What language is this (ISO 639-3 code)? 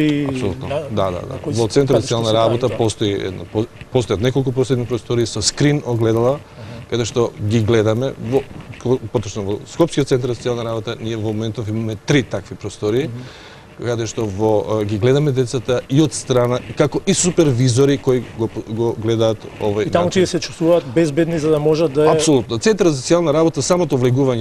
mkd